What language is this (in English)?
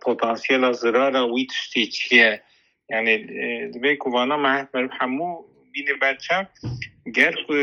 Kurdish